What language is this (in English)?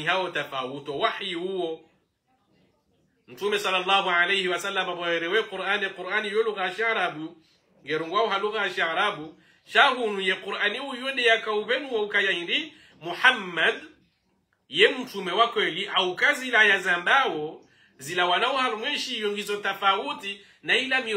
Swahili